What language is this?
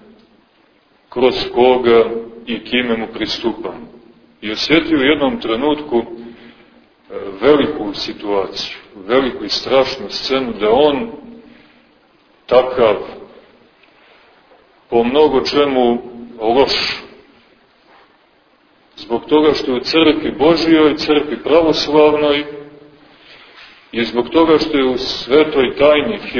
Serbian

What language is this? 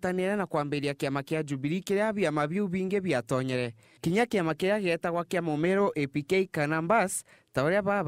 Meru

